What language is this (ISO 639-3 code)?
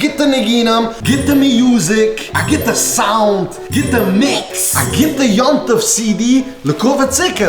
yid